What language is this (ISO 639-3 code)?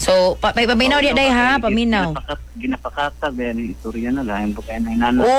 ceb